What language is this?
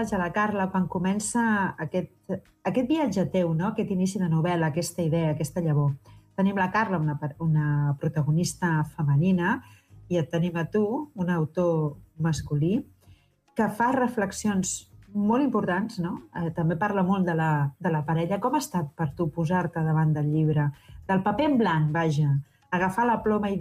Catalan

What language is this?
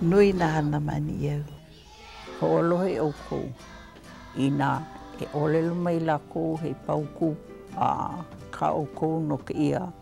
Hawaiian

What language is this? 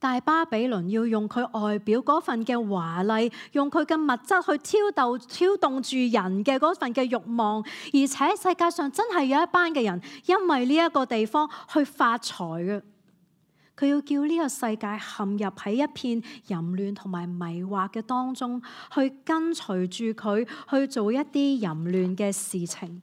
Cantonese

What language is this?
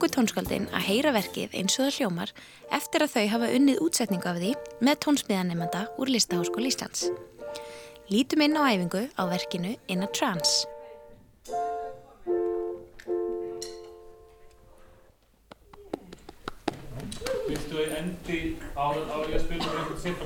Icelandic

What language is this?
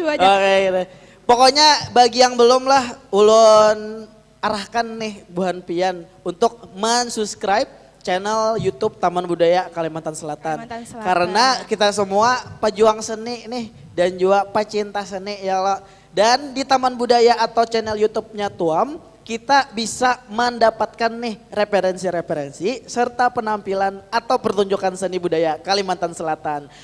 Banjar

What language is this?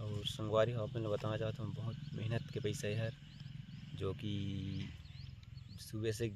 Chhattisgarhi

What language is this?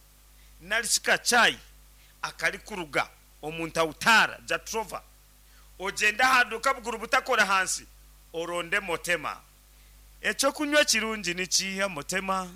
Nyankole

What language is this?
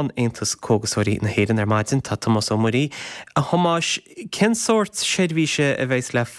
Irish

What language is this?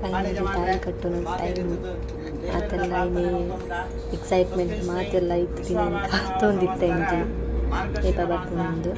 Tulu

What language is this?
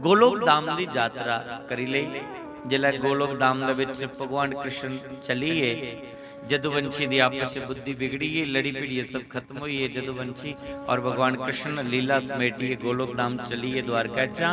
Dogri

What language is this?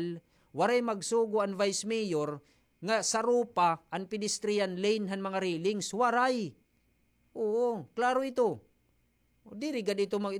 Waray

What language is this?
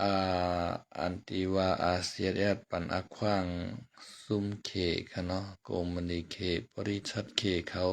Lao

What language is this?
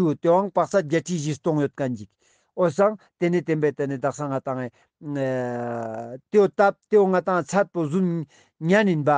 Ladakhi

